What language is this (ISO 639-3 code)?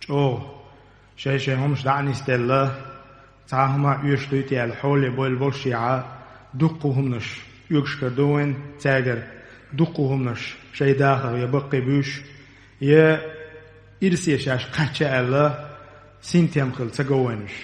che